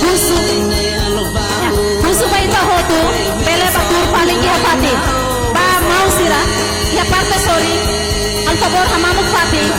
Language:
Tetum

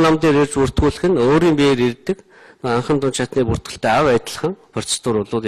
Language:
Mongolian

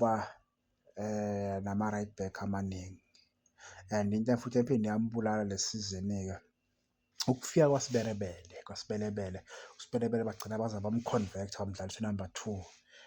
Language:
Zulu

